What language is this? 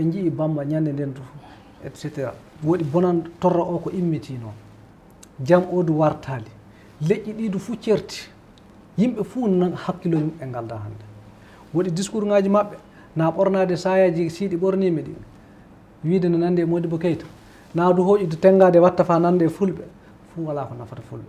Fula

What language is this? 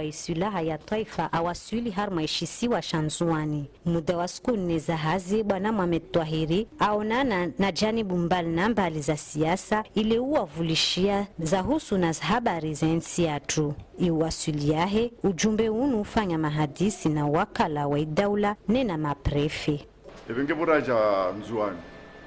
Ngazidja Comorian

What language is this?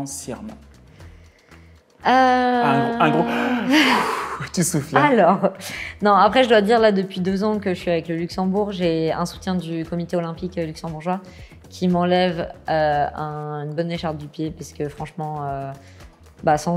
French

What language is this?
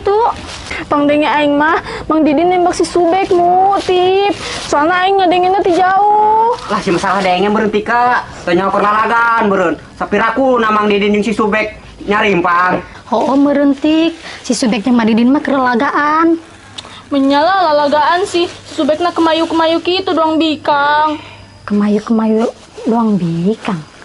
Sundanese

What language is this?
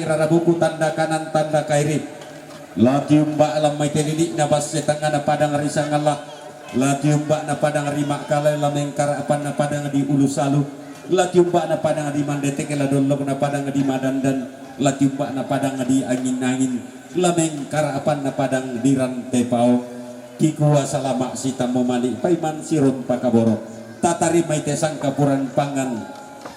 Toraja-Sa'dan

